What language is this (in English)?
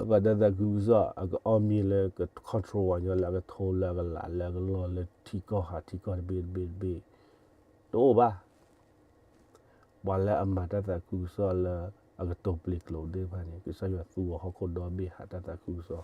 S'gaw Karen